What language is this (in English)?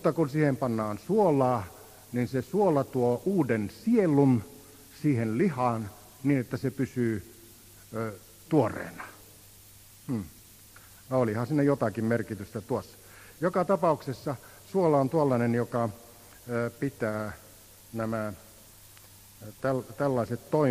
Finnish